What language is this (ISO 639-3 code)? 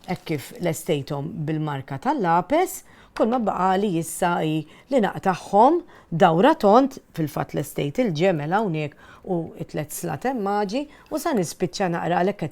mlt